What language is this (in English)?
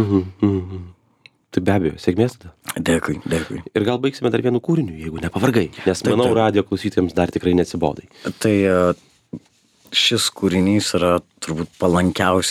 Lithuanian